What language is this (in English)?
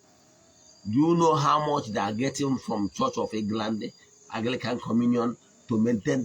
Igbo